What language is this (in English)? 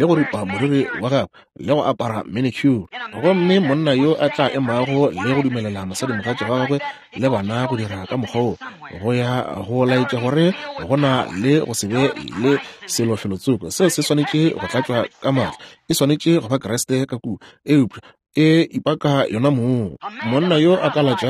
Northern Sotho